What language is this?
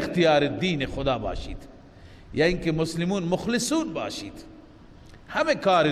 Persian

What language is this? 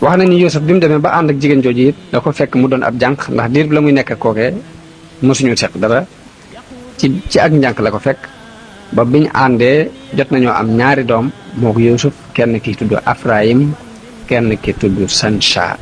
Wolof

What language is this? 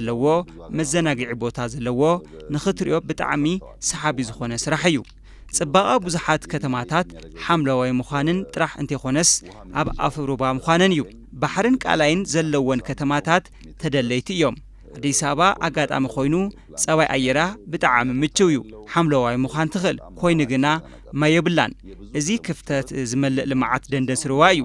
Tigrinya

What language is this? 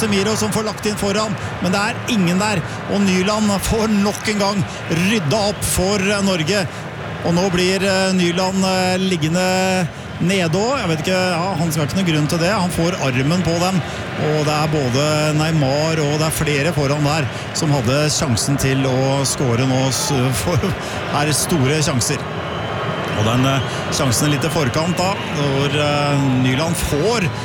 Norwegian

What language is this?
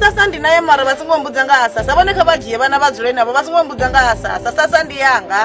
Venda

